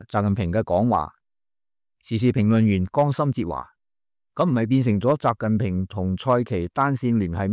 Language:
Cantonese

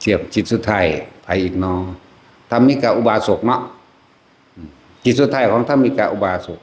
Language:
Northeastern Thai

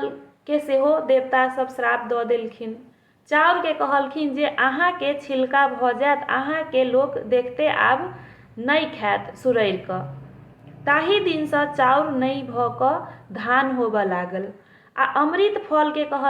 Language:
Maithili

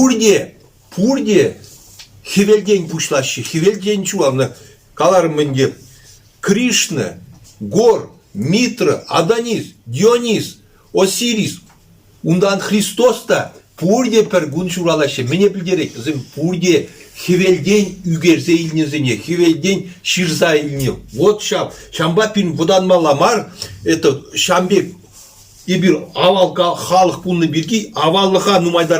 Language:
Chuvash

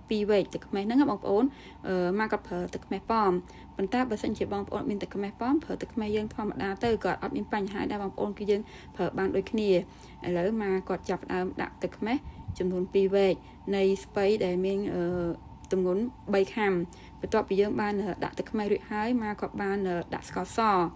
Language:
Khmer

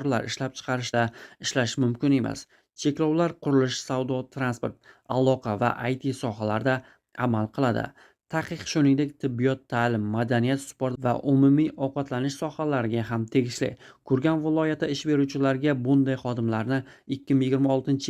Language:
Uzbek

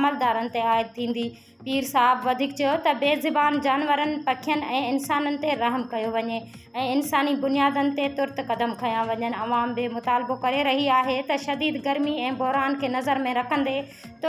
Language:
Sindhi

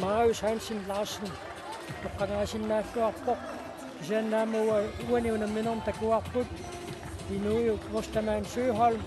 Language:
Kalaallisut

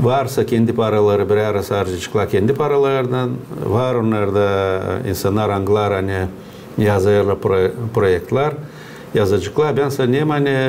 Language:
Gagauz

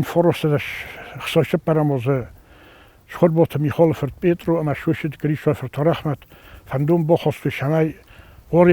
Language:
Ossetic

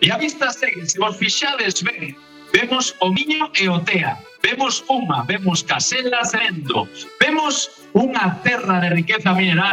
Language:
Galician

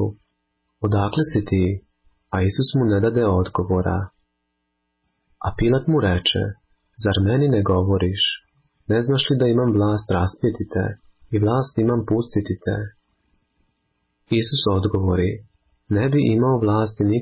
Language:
Croatian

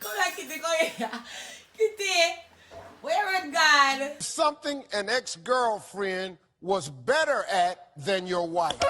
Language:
Jamaican Creole English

